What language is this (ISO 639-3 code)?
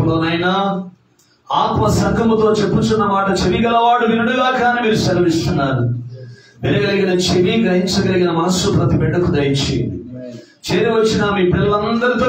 tel